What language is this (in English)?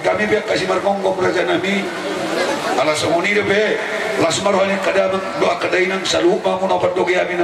Batak Toba